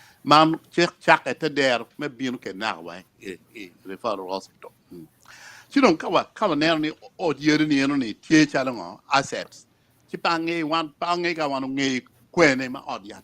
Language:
Acoli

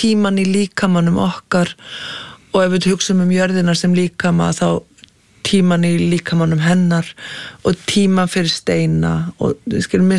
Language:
Icelandic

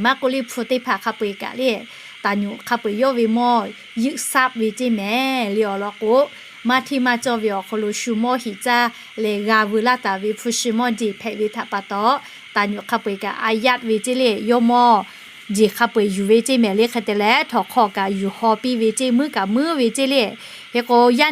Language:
Lahu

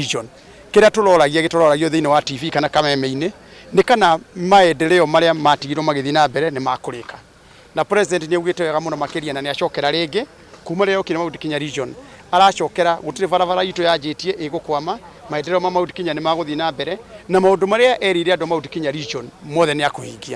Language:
Kikuyu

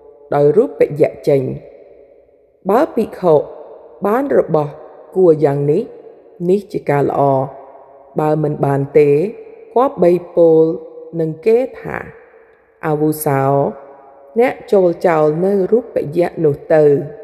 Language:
Khmer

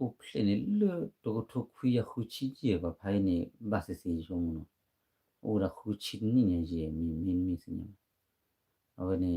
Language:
S'gaw Karen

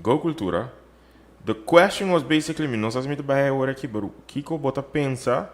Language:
Papiamento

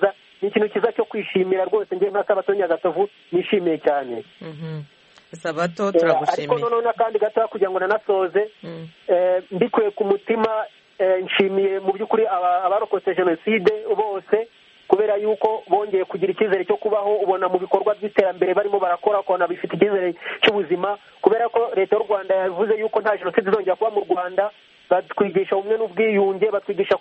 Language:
Kinyarwanda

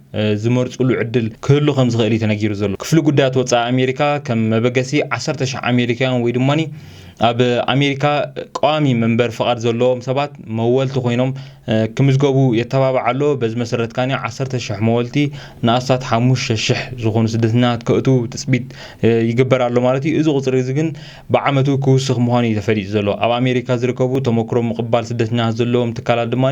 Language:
Tigrinya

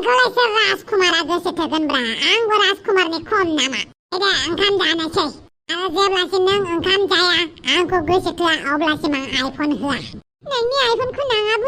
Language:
Bodo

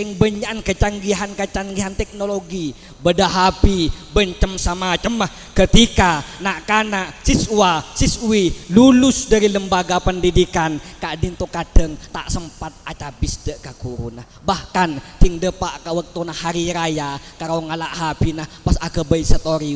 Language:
Madurese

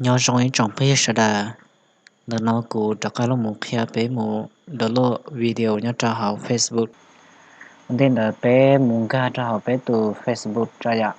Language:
Hmong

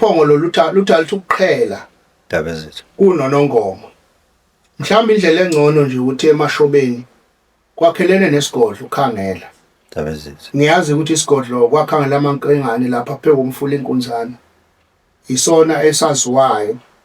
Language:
Zulu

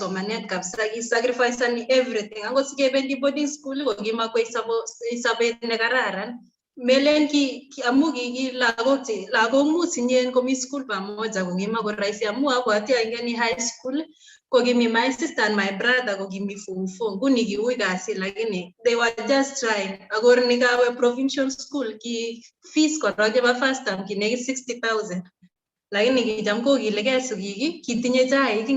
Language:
Kalenjin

